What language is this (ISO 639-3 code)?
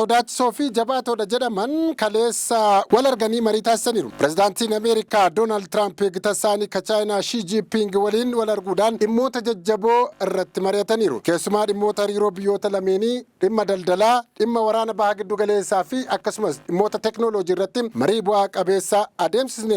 orm